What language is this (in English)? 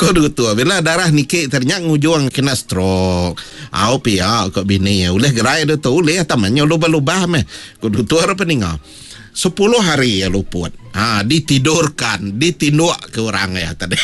Iban